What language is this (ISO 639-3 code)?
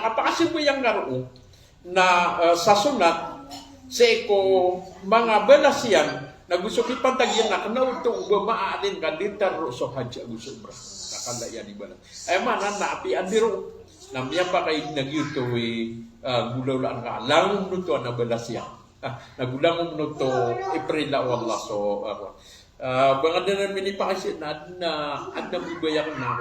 mrw